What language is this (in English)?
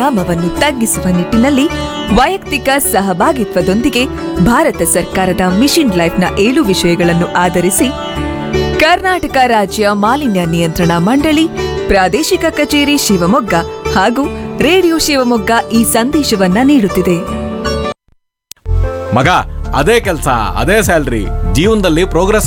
Kannada